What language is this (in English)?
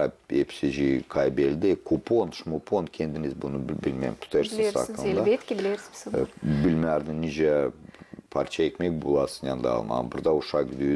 Gagauz